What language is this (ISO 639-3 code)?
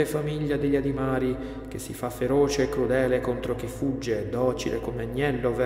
ita